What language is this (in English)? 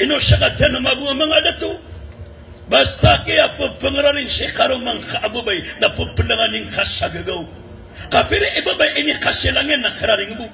Maranao